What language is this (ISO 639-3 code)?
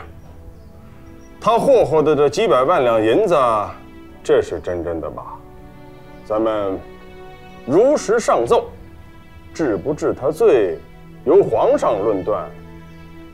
zho